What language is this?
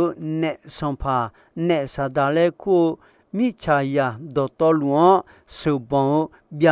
Akha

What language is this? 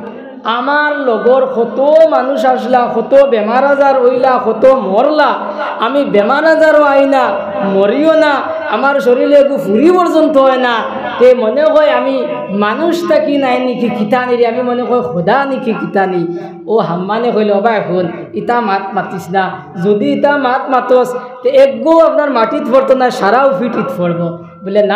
Sylheti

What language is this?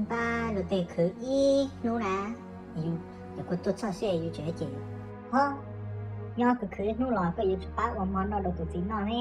Hmong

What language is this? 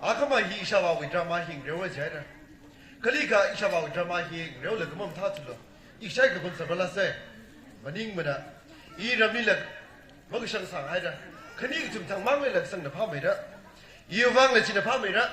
Tangkhul Naga (India)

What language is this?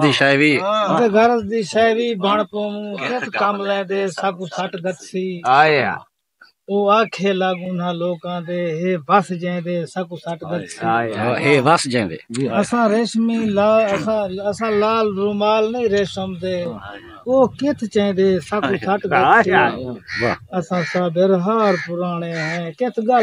Saraiki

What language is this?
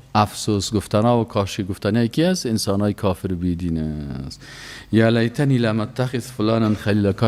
Persian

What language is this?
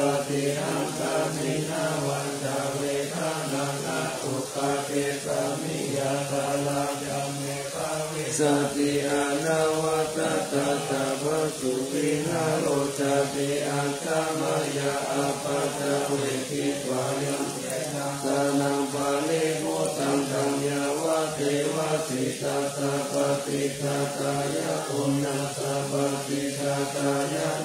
Pali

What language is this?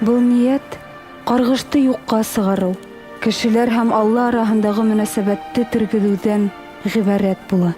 Bashkir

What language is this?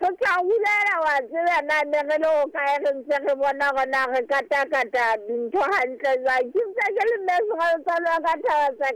Southern Sotho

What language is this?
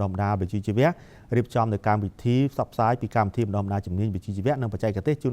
Khmer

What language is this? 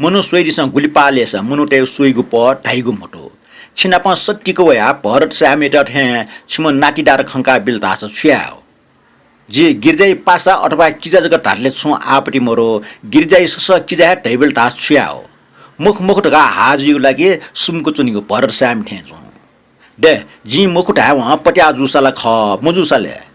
Newari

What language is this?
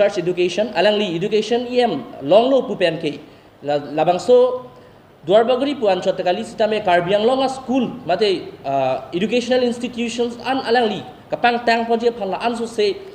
Karbi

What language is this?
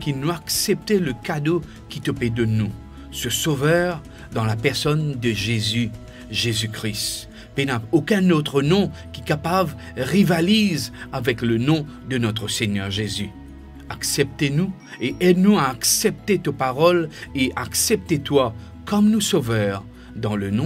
Morisyen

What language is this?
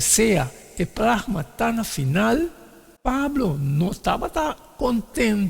Papiamento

